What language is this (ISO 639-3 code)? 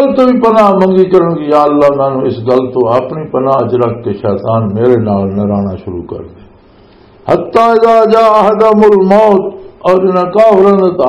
lah